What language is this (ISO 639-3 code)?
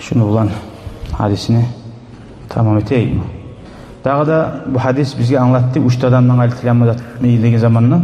kum